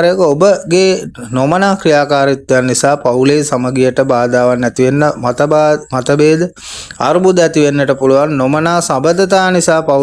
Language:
Sinhala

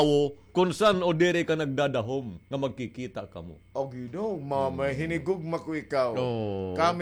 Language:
Waray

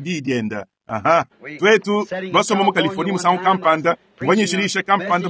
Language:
Luba-Lulua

